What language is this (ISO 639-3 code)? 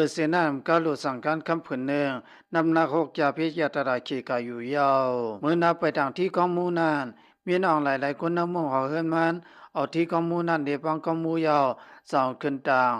shn